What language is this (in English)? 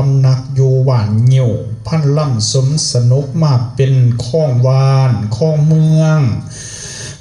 Lao